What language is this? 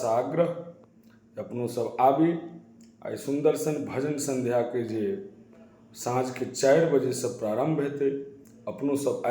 Maithili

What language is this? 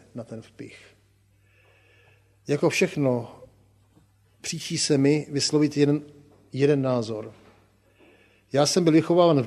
Czech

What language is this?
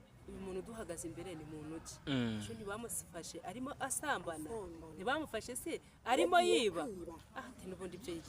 Kinyarwanda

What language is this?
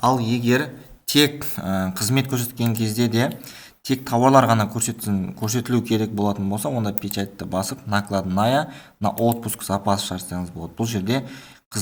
Kazakh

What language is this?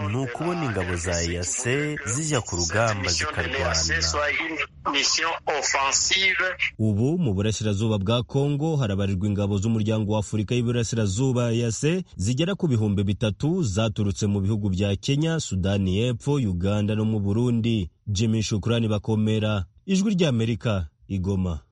Kinyarwanda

